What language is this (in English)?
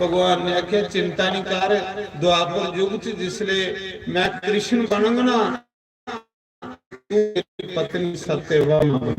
Dogri